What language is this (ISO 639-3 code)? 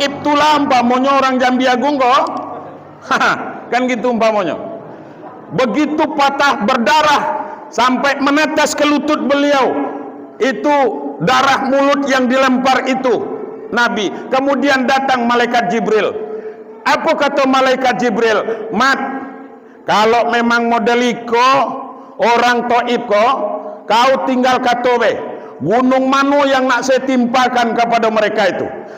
min